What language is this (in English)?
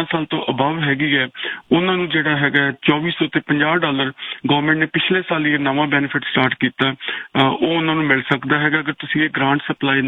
Punjabi